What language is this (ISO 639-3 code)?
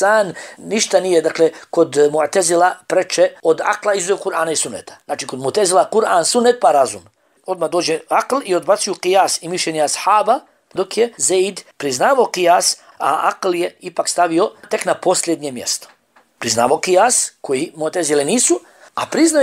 bos